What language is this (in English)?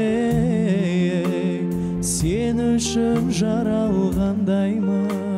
Kazakh